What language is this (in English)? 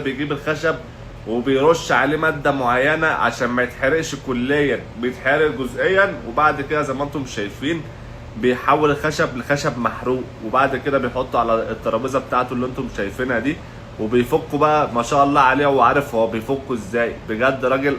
Egyptian Arabic